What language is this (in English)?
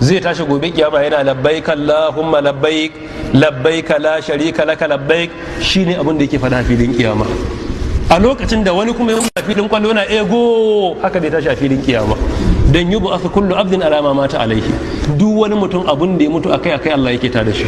Hausa